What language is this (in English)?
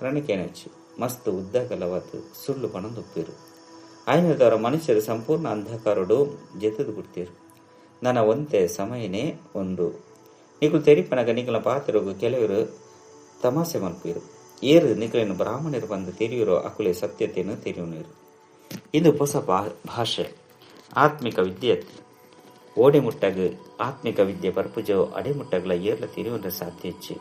Tulu